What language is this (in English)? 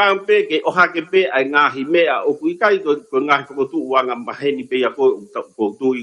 Tongan